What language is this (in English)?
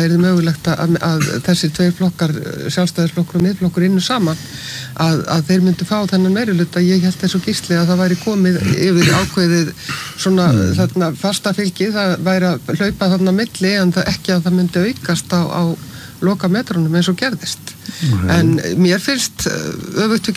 Icelandic